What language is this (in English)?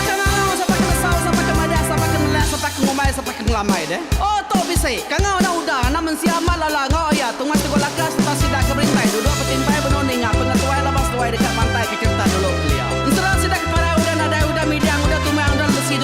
Iban